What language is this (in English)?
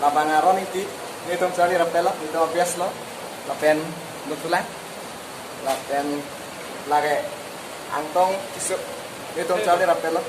Karbi